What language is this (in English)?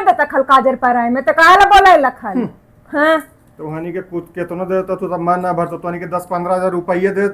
Magahi